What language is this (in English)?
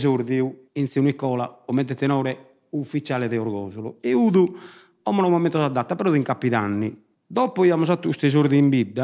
Sardinian